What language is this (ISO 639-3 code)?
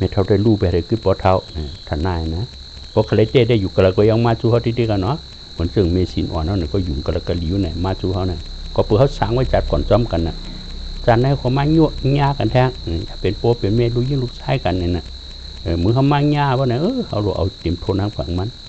shn